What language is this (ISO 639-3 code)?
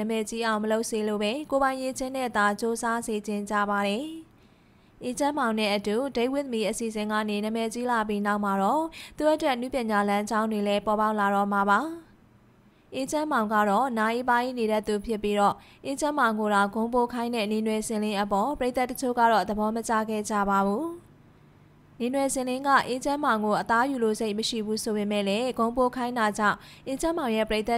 mya